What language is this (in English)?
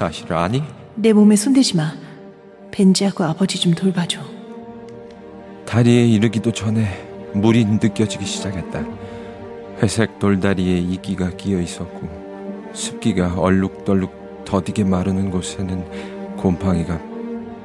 Korean